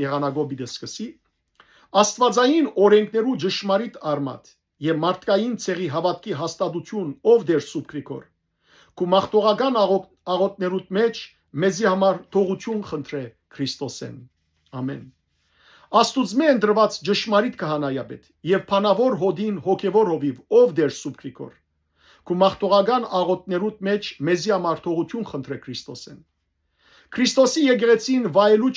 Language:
Western Armenian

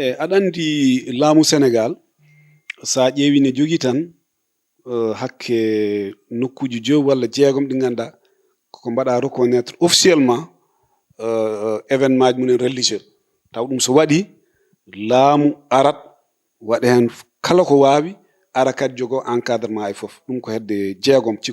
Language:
Fula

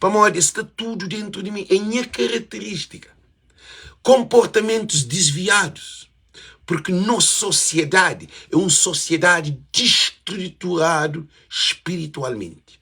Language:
Kabuverdianu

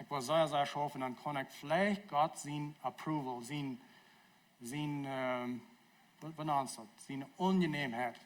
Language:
Plautdietsch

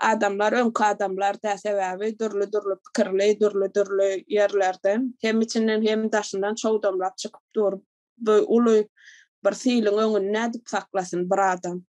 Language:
Turkmen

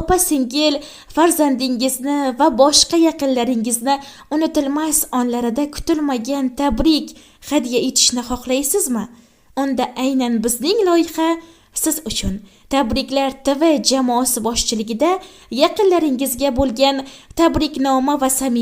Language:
Uzbek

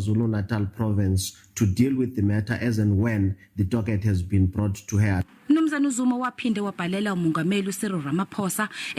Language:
Zulu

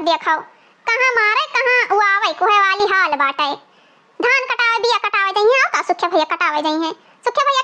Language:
Awadhi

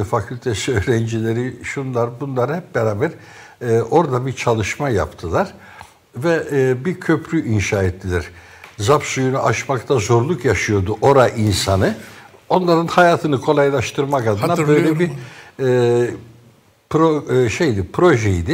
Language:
Turkish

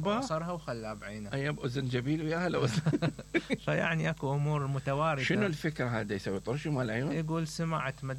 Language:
Mesopotamian Arabic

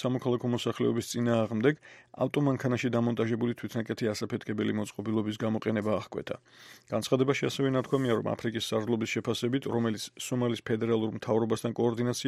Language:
Georgian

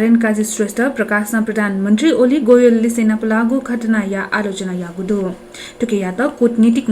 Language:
Newari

